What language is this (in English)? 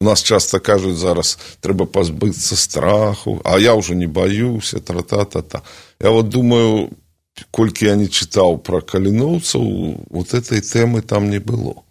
Belarusian